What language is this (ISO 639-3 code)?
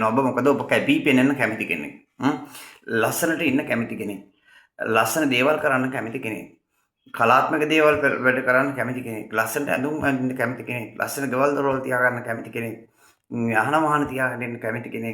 sin